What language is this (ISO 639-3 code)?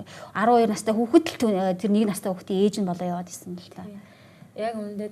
mon